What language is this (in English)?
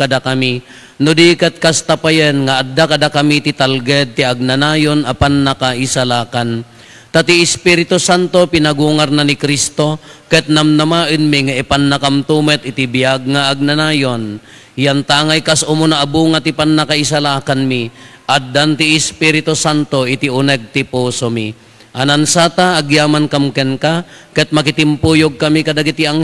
Iloko